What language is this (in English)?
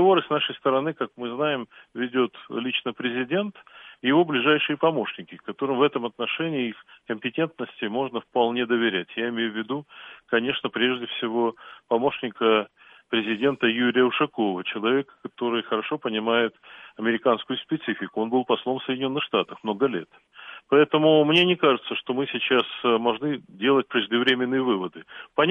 Russian